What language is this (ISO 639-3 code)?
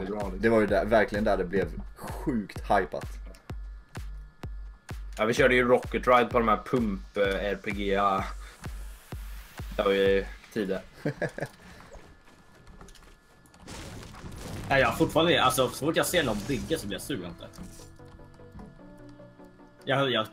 swe